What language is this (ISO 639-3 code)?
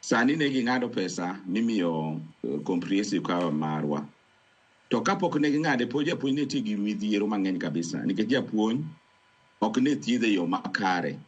luo